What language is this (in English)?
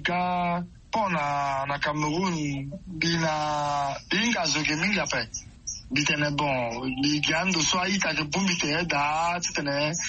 Sango